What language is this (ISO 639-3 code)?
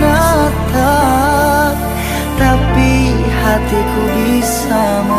bew